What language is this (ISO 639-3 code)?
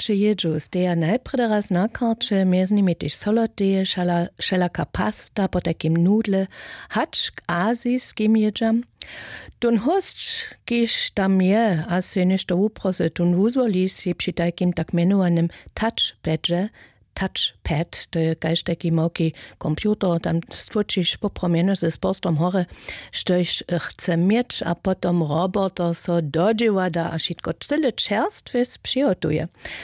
hsb